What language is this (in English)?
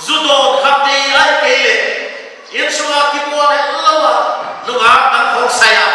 Paite Chin